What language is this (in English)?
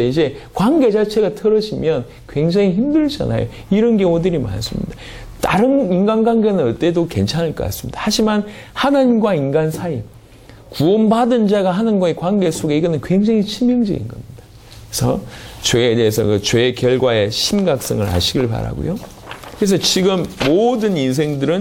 Korean